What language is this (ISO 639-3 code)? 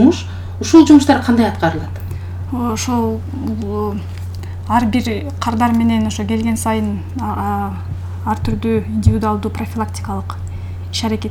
kir